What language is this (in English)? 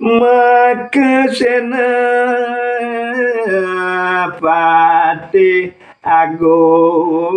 Balinese